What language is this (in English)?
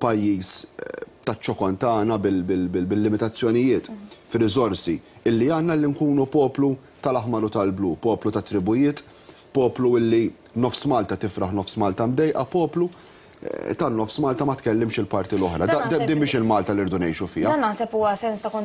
Maltese